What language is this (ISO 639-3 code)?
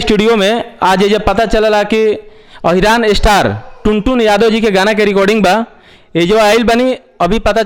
bho